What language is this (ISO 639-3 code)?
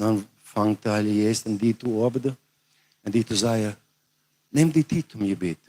pdt